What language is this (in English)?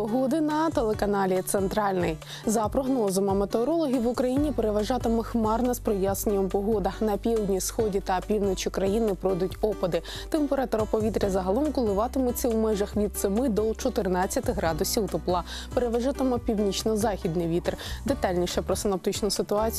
Ukrainian